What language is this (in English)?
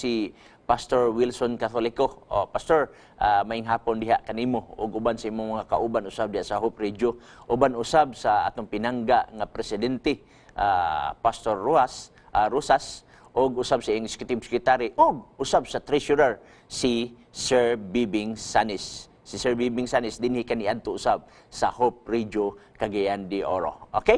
Cebuano